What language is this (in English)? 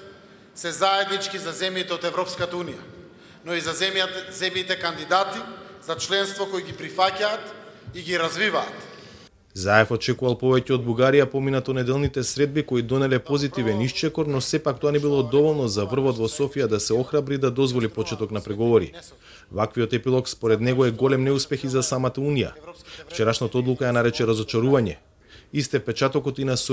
Macedonian